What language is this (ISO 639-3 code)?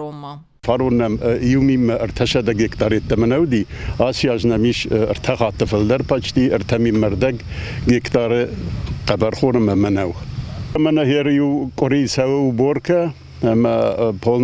oss